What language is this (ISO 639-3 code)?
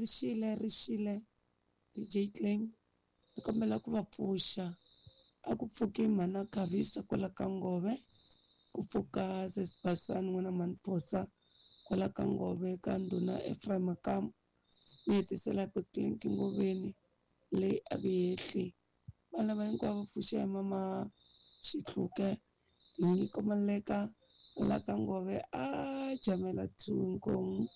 tso